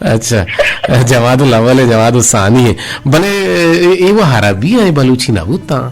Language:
Eastern Balochi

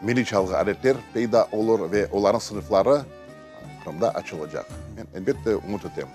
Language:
Crimean Tatar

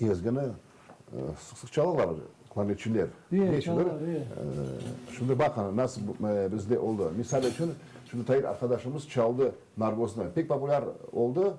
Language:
Crimean Tatar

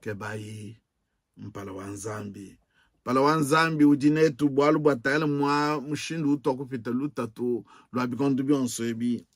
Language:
Luba-Lulua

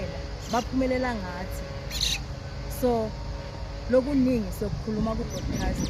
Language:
Zulu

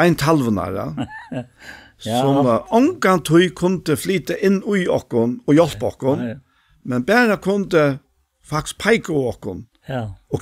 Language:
Faroese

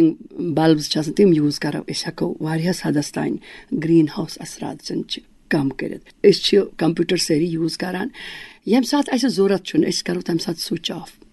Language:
Kashmiri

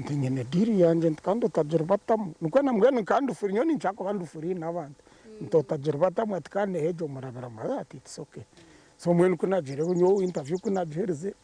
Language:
Nyankole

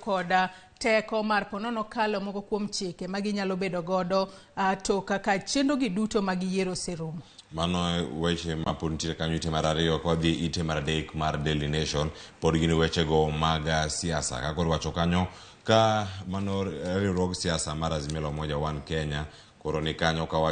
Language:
Luo (Kenya and Tanzania)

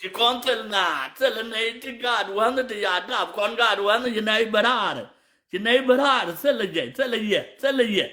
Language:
Nuer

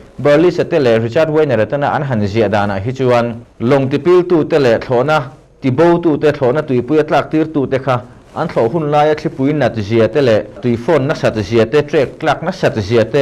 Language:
Mizo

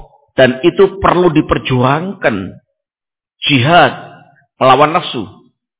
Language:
Indonesian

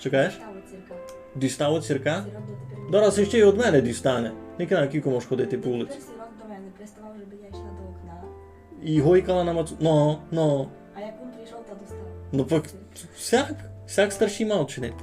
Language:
Rusyn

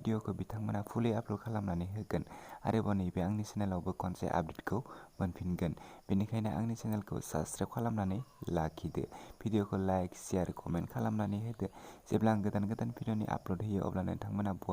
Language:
Bodo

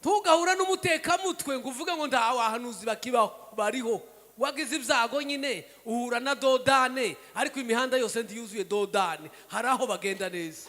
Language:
Kinyarwanda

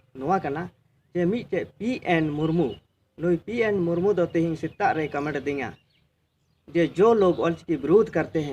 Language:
Santali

